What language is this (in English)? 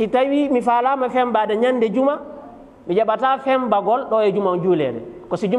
Fula